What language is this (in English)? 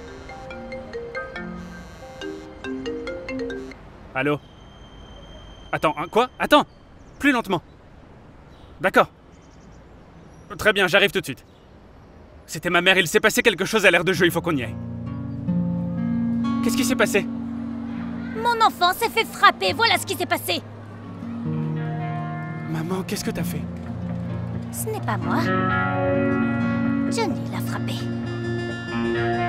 French